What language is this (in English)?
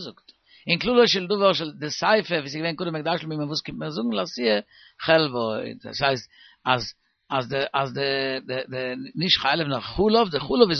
Yiddish